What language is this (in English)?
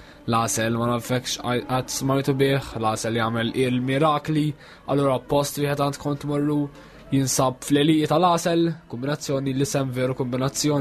Maltese